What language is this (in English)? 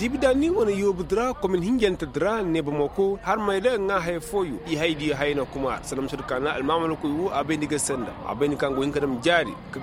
Zarma